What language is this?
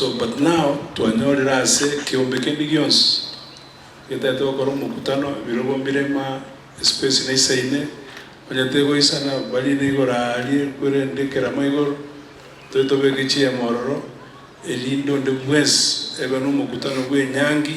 Gusii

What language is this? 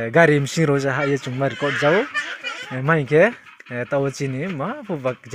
Riang (India)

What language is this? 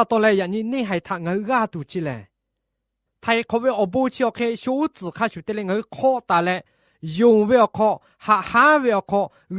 Lahu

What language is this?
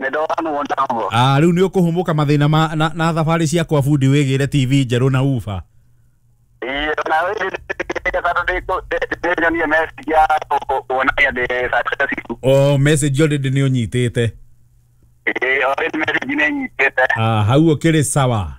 Kikuyu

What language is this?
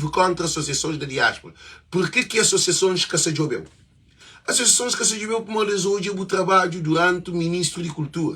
Kabuverdianu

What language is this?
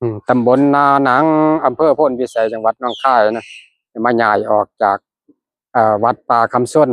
Northeastern Thai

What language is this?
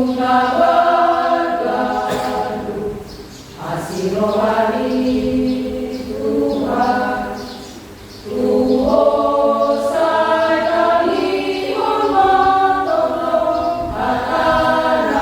Batak Toba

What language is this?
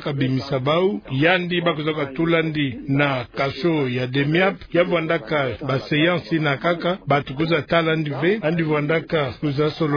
Kituba (Democratic Republic of Congo)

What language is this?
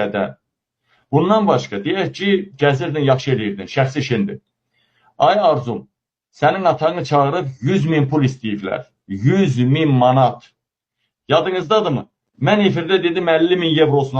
Azerbaijani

